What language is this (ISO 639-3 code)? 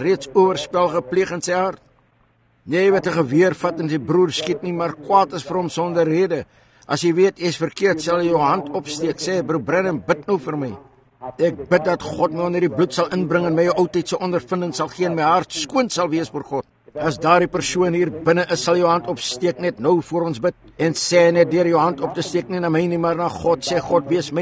afr